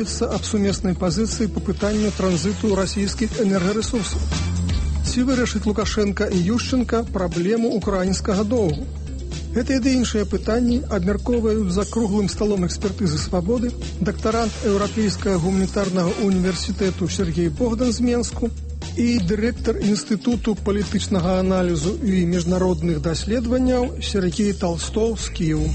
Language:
Belarusian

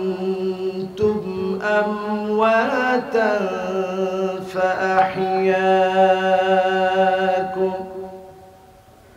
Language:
Bangla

